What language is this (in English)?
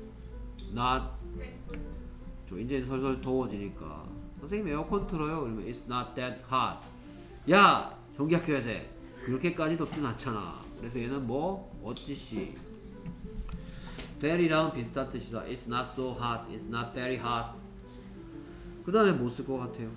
Korean